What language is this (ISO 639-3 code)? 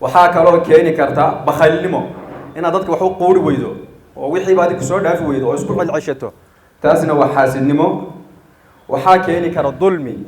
som